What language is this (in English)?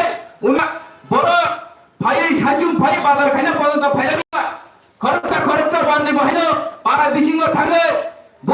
Kok Borok